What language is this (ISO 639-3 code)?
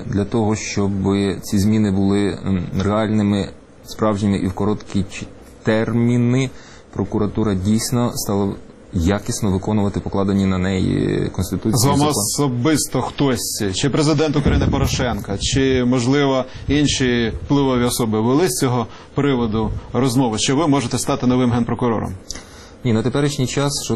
ukr